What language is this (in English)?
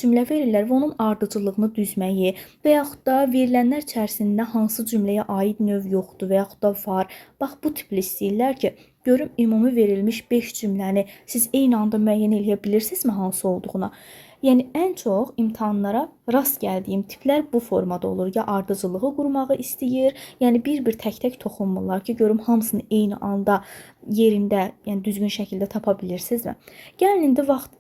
Azerbaijani